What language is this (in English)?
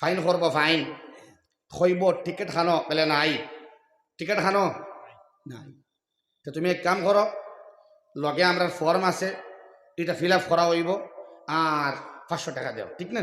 Sylheti